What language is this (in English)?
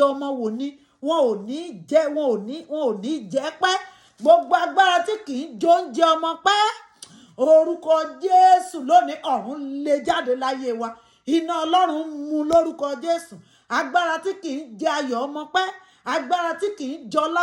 Yoruba